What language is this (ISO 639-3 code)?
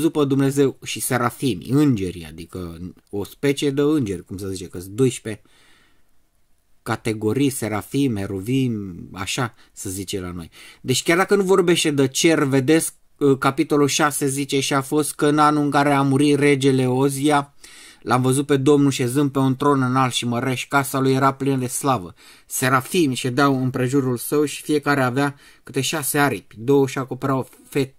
ron